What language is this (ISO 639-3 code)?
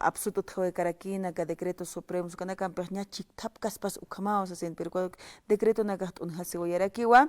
aym